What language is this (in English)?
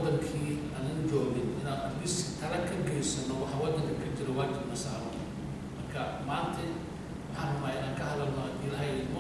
Somali